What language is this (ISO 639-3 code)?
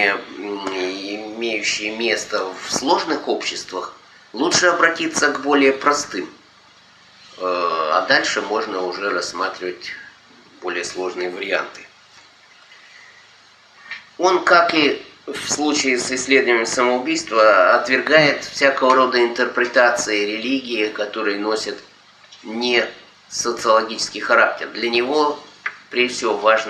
rus